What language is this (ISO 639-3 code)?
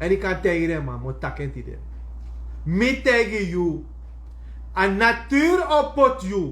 srn